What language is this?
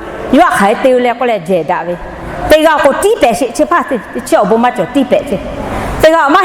Lahu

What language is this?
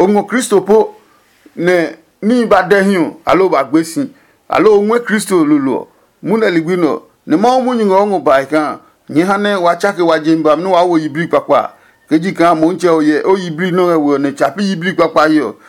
Adangme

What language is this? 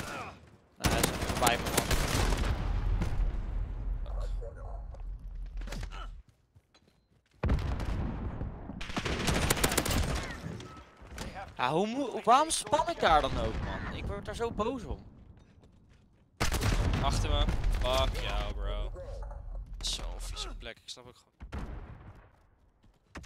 Dutch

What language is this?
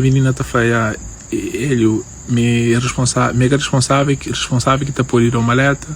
Kabuverdianu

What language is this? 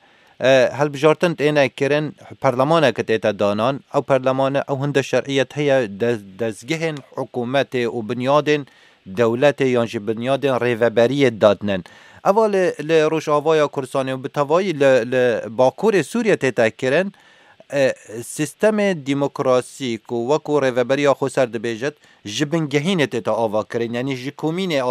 Kurdish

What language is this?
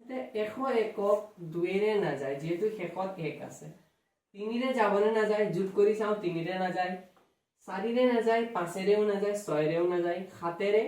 Assamese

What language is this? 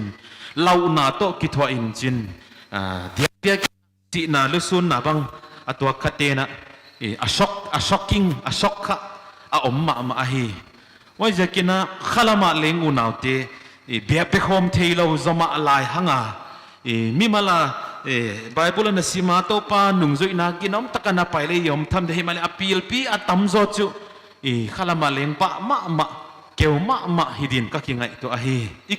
Paite Chin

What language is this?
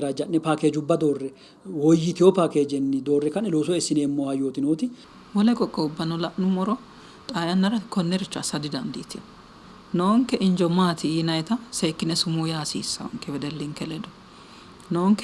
Sidamo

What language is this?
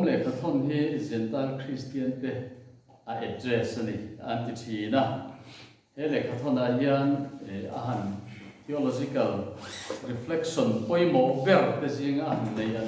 Mizo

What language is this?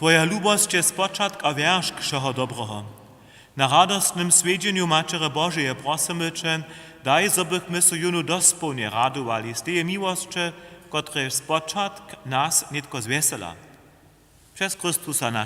Upper Sorbian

